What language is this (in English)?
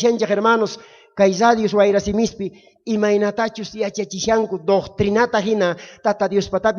South Bolivian Quechua